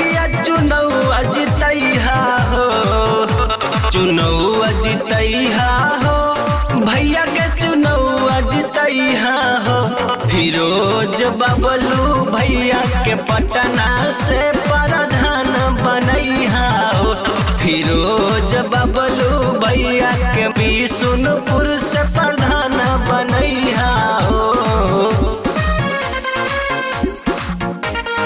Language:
Bhojpuri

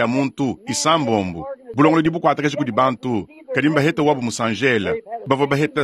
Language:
Luba-Lulua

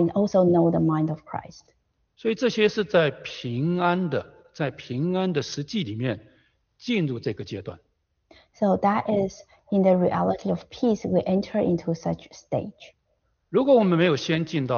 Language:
Chinese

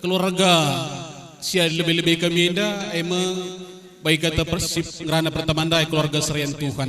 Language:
Batak Karo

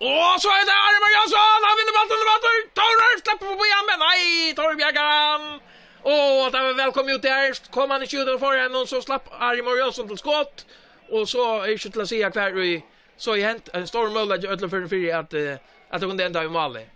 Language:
Faroese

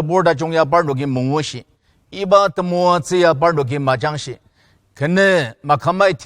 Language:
Ao Naga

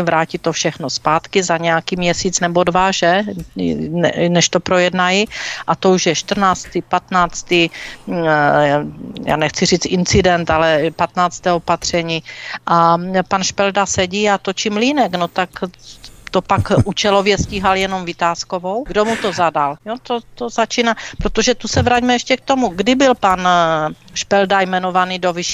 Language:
Czech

